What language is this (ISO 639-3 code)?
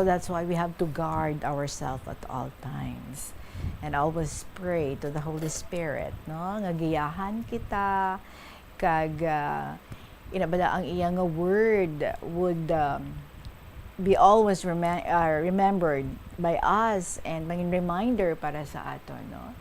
hil